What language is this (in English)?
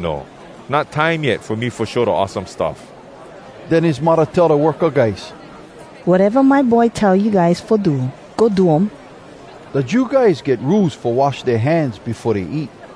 Hawai'i Creole English